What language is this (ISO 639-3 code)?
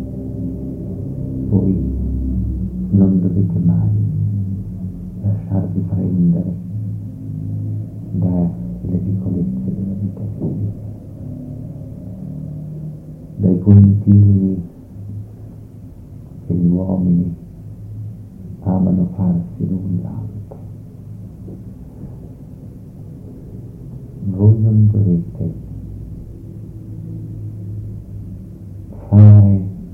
ita